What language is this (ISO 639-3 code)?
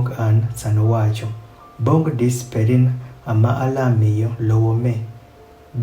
adh